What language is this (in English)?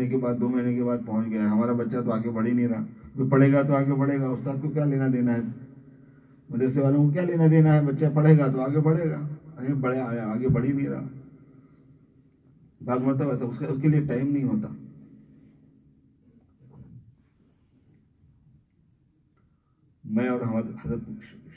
Urdu